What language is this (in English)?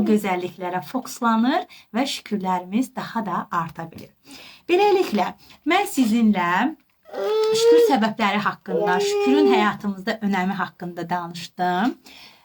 Azerbaijani